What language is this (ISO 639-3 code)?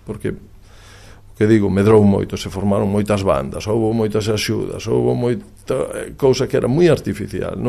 glg